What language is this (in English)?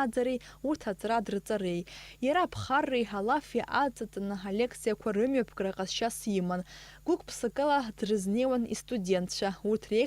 Abkhazian